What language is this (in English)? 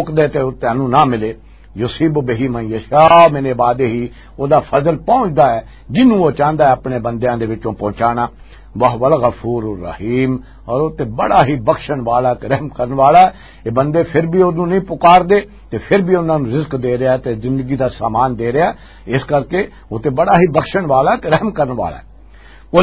Western Panjabi